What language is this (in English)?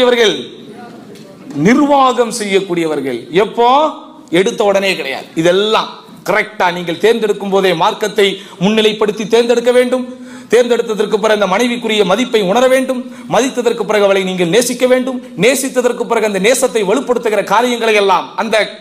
Tamil